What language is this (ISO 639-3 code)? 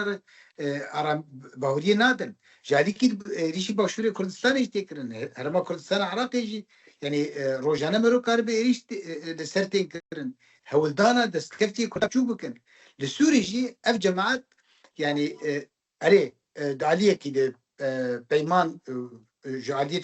kur